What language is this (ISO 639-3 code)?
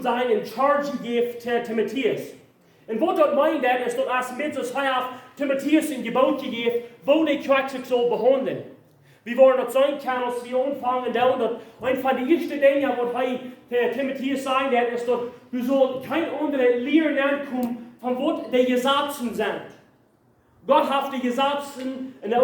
pdt